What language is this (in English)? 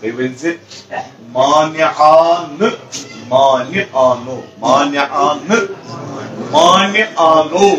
Kashmiri